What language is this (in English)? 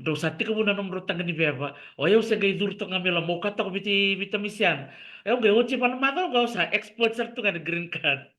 Fijian